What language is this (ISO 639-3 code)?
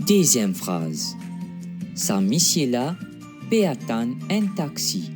mfe